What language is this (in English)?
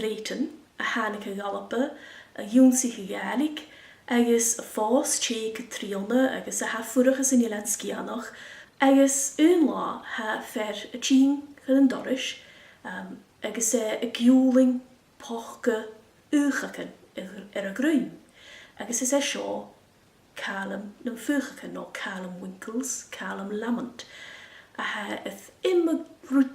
Scottish Gaelic